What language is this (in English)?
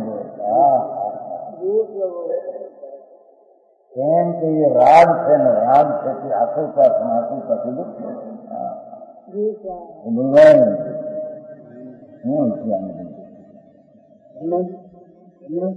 Gujarati